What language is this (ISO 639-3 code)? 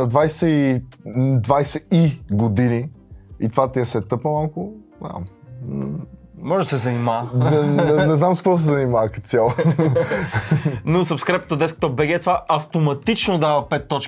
bul